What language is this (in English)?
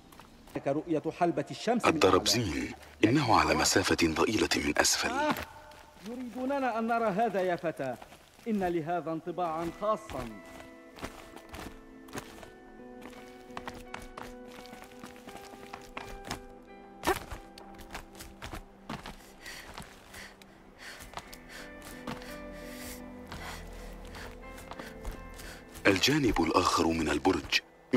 Arabic